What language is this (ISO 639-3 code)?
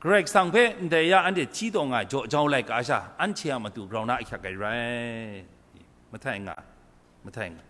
kac